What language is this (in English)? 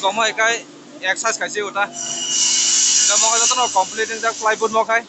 Kok Borok